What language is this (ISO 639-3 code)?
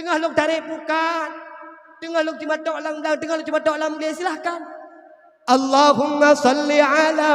ace